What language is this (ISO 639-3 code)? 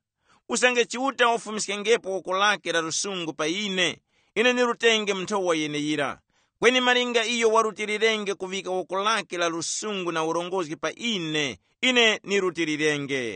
tum